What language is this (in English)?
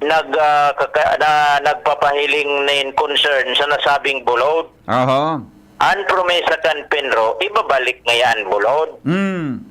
Bikol